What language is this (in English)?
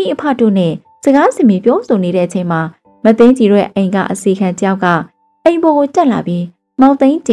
Burmese